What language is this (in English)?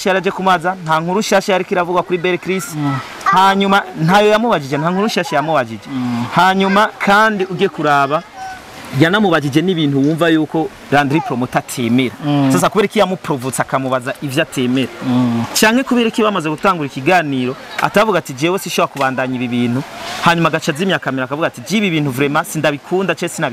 Rundi